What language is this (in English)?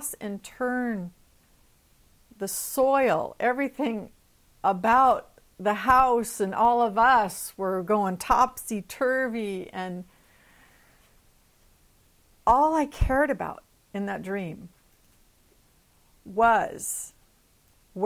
English